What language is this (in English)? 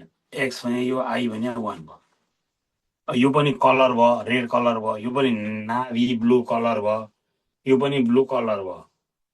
Nepali